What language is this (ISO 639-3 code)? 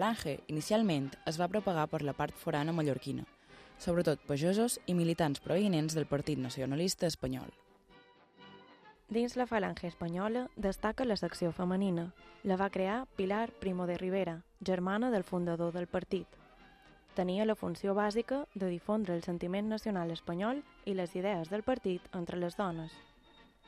cat